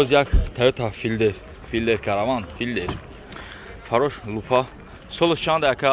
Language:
Tajik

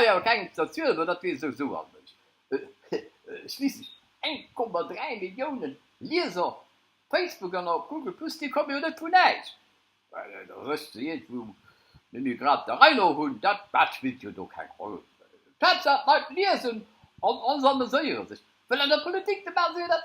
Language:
Luxembourgish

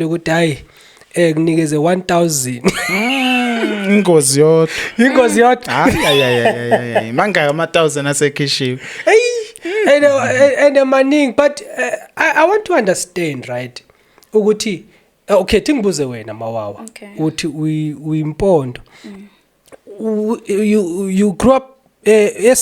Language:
Zulu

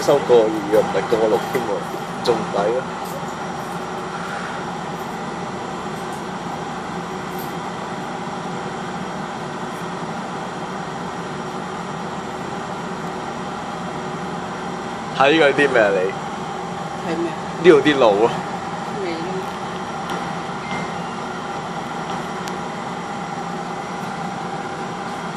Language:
Cantonese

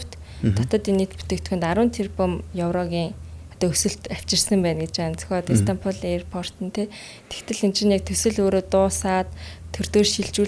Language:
Mongolian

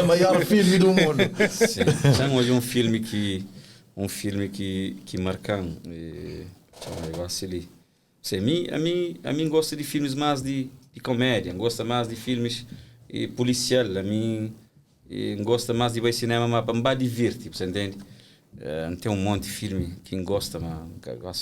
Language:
Kabuverdianu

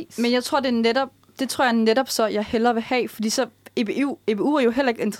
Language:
Danish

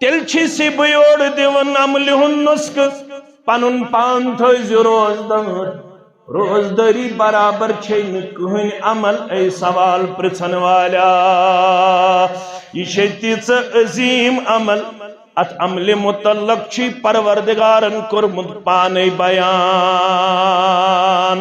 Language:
Kashmiri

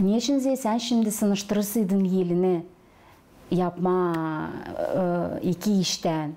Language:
Gagauz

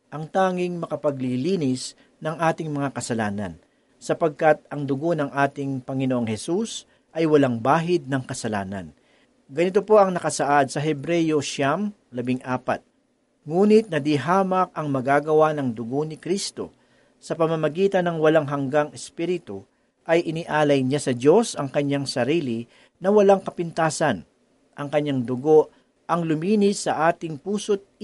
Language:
Filipino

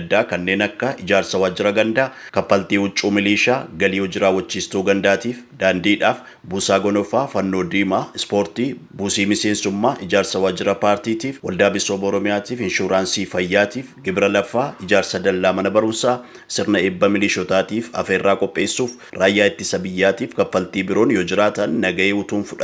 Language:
Oromo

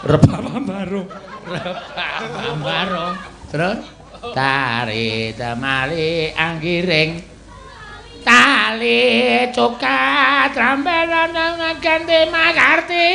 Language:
Javanese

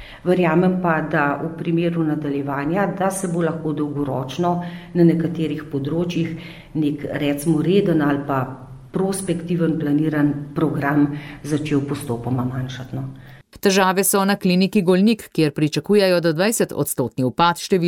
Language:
Slovenian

